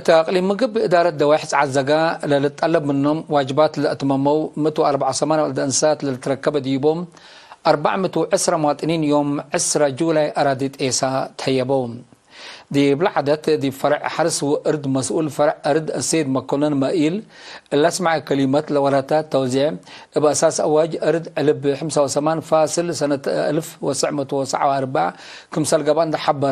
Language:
Tigre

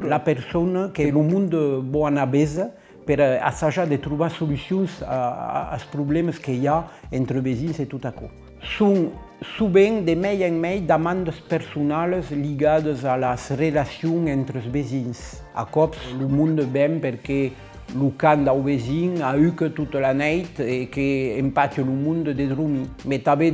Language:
Occitan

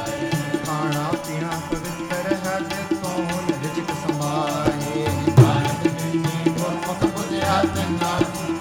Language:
Punjabi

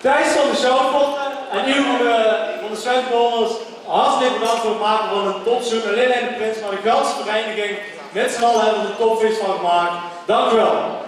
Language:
Limburgish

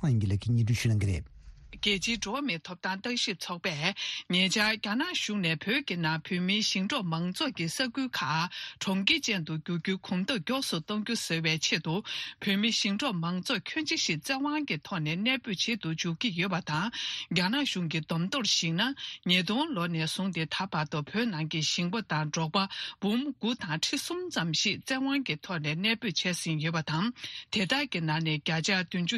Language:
Tibetan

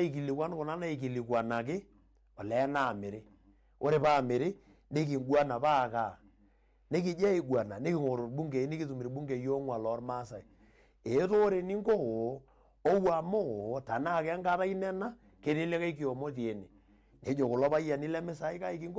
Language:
Masai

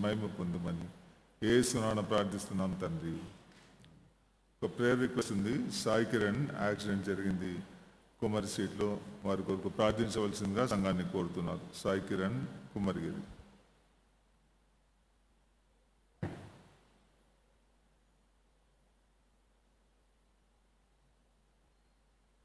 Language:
Telugu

